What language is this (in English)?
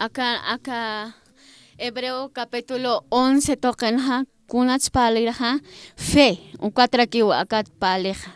Aymara